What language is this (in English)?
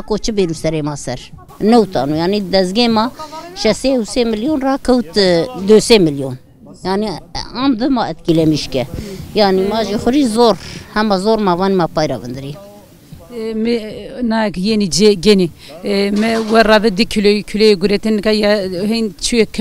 Zaza